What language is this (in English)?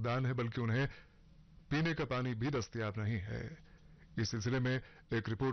Urdu